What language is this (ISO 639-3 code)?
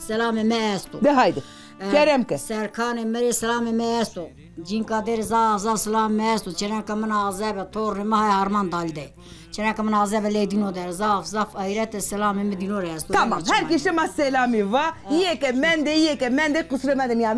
zza